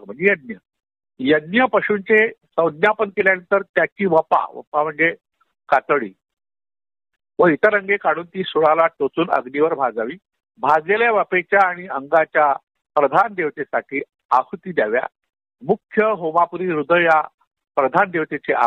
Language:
Marathi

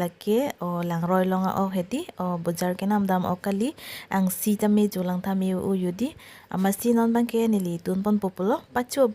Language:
Karbi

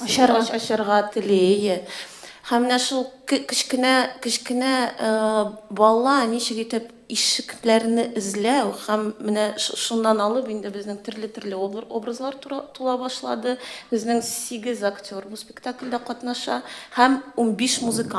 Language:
Tatar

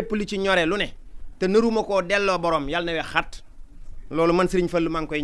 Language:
Wolof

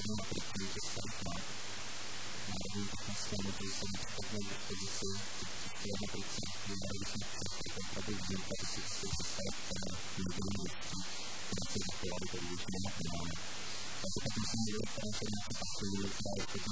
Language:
Czech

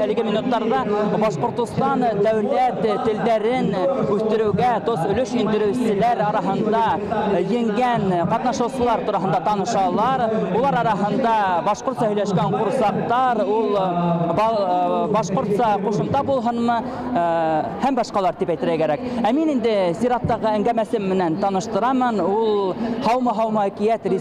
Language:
Bashkir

